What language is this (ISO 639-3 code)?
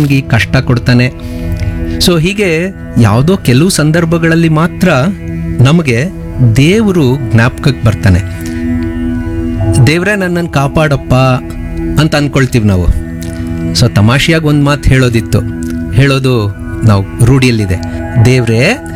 kan